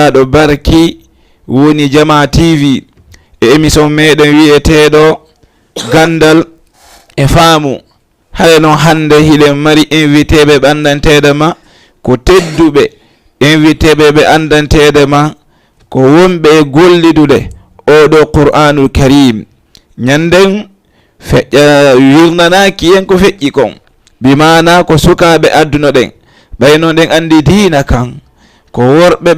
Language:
Fula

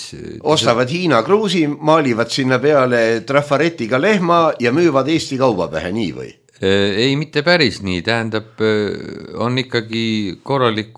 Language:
Estonian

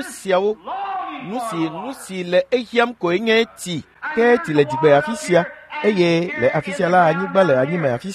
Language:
Ewe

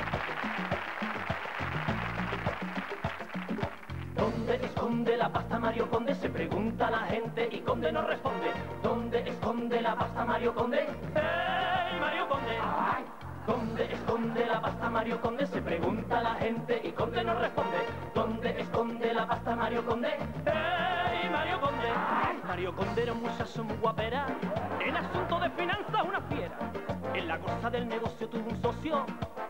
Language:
Spanish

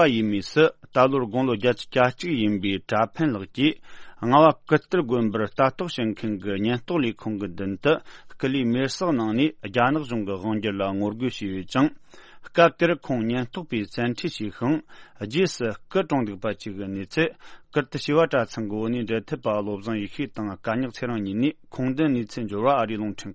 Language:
Tibetan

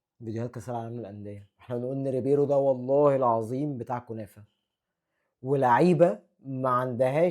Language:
Egyptian Arabic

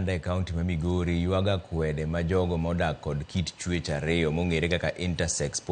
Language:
Luo (Kenya and Tanzania)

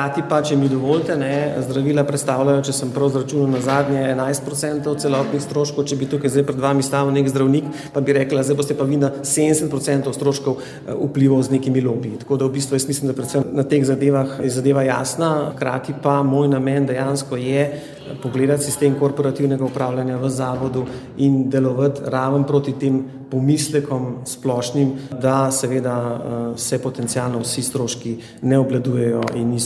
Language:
Slovenian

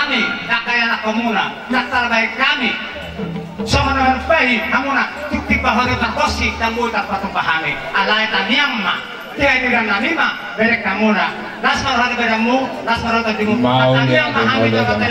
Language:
Batak Toba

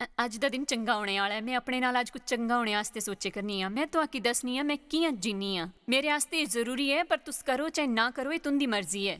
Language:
Dogri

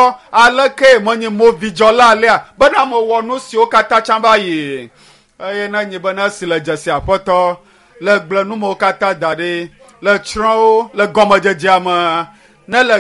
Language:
Ewe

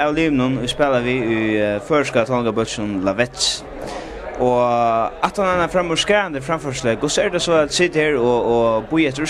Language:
Faroese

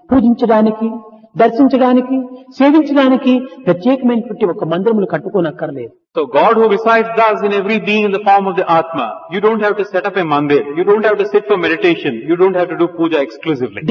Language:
Telugu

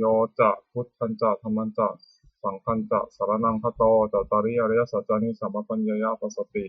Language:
Pali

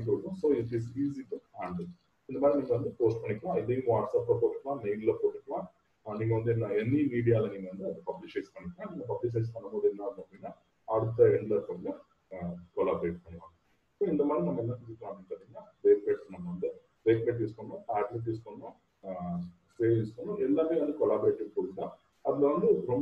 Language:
Tamil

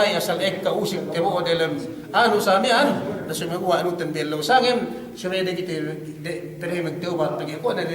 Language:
Yakan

